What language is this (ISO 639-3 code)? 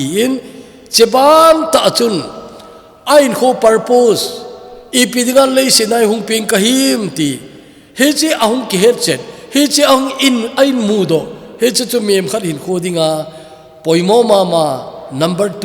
tcz